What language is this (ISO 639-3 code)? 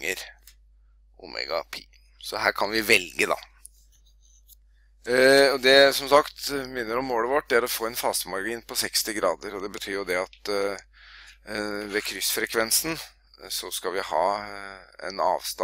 nor